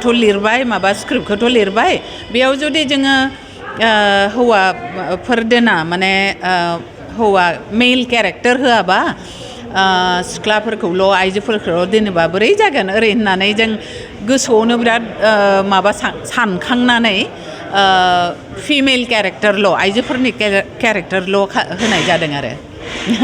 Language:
Bodo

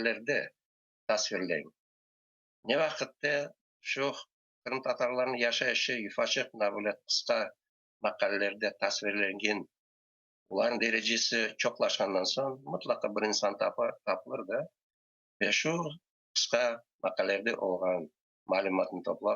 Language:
Crimean Tatar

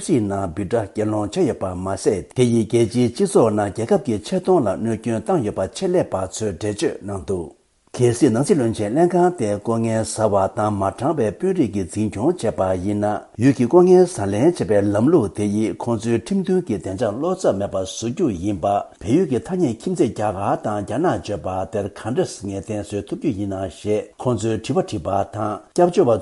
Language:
Tibetan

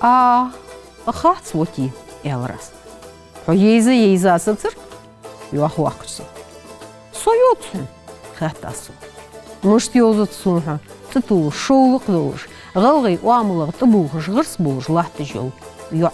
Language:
Ingush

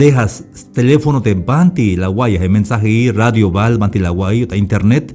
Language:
Tzeltal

